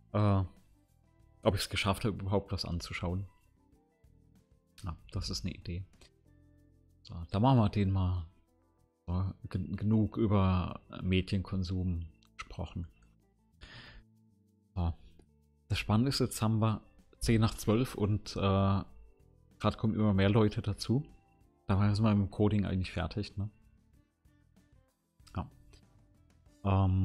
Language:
German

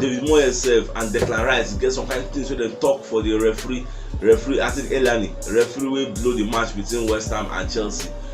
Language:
Nigerian Pidgin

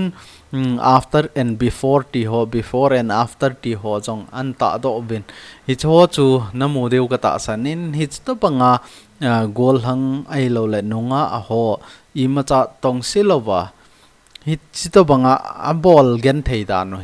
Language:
Thado Chin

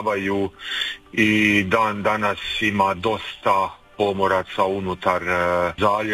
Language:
Croatian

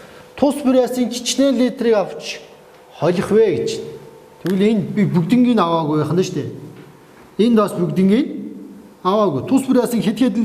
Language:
Mongolian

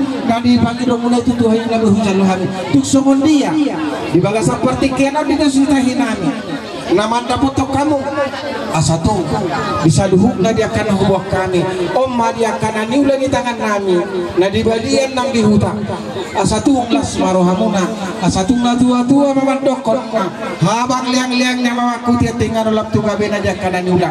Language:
Batak Toba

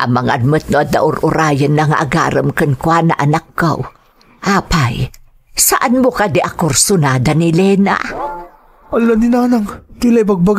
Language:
Iloko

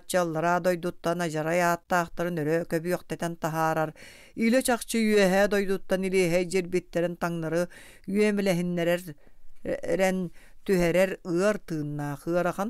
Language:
Yakut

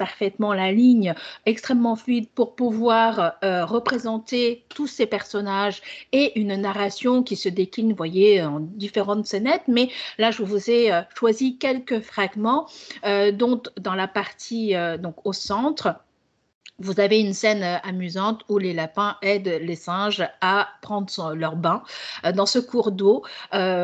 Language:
French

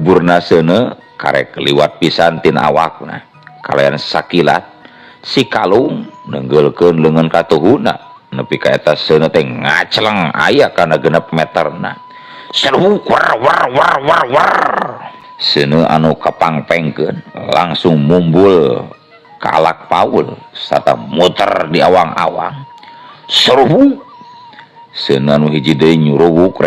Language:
Sundanese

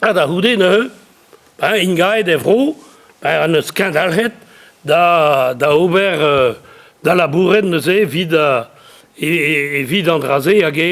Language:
Breton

